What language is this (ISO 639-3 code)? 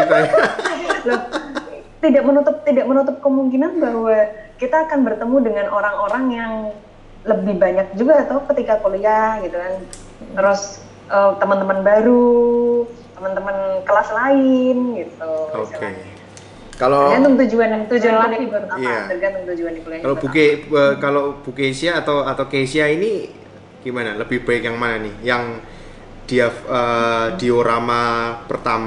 ind